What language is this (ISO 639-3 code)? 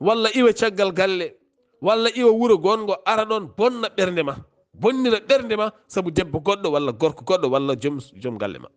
ful